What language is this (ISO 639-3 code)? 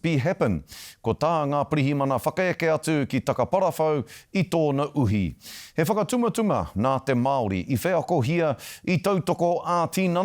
mri